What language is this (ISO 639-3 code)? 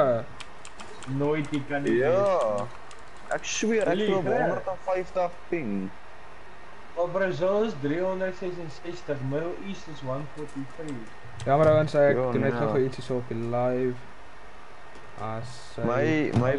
afr